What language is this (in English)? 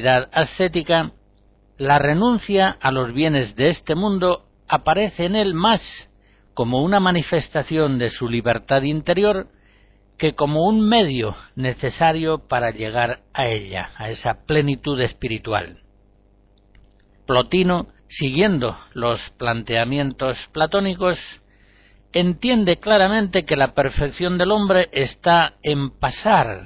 Spanish